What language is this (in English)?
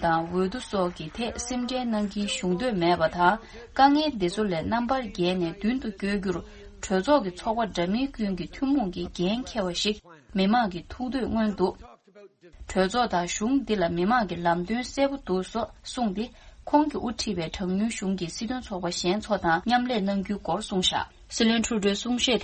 Tibetan